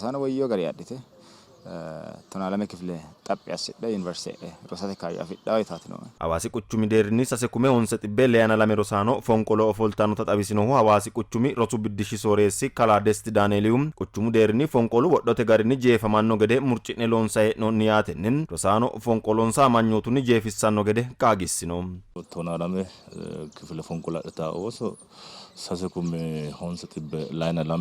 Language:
Sidamo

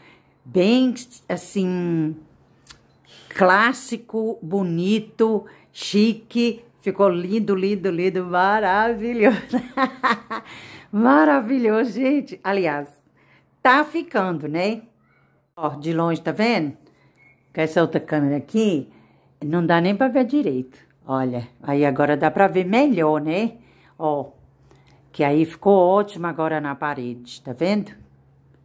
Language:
Portuguese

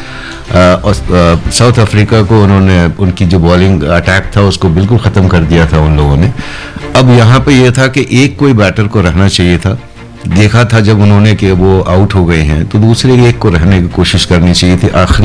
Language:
Hindi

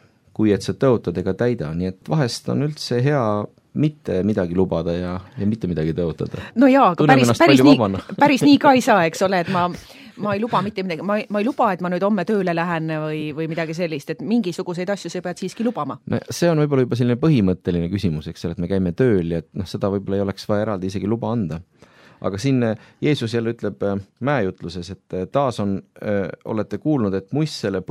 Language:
Estonian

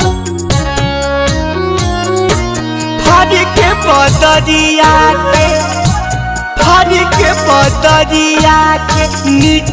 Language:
Bhojpuri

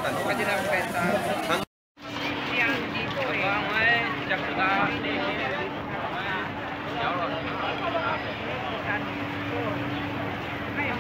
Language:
Filipino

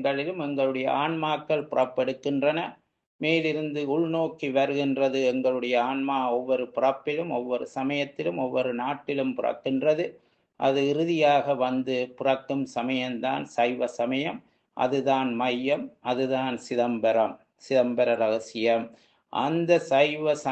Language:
Tamil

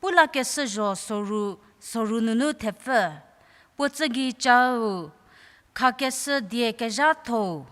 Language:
Angami Naga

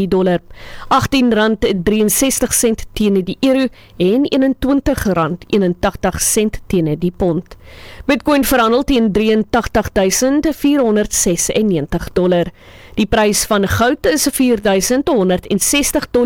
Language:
Afrikaans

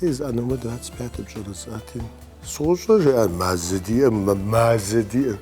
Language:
Kabardian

